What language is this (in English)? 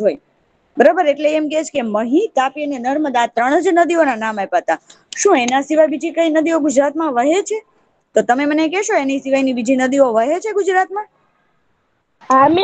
Gujarati